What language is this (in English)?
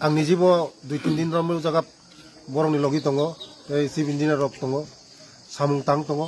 Kok Borok